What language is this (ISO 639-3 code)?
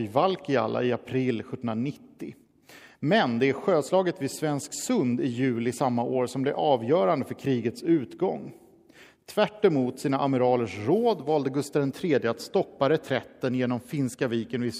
swe